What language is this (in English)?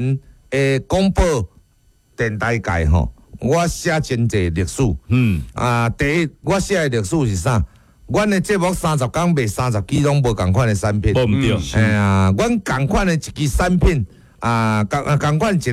Min Nan Chinese